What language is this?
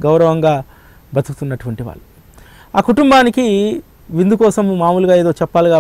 Telugu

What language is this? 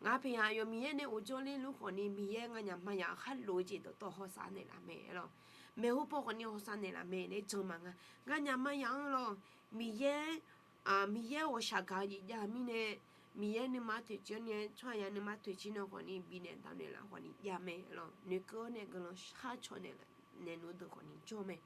Akha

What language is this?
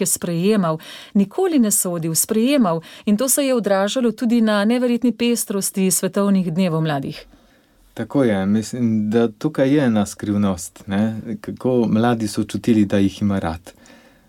Slovenian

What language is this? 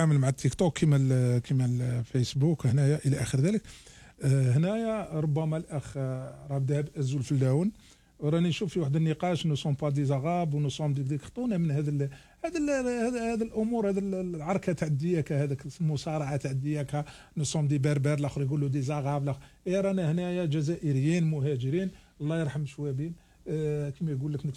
Algerian Arabic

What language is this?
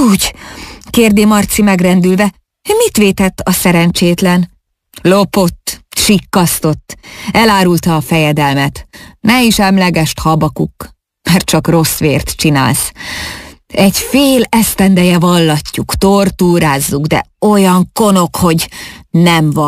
Hungarian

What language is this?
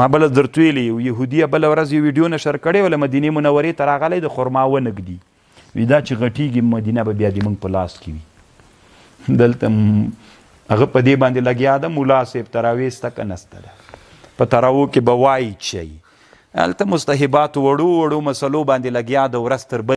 Pashto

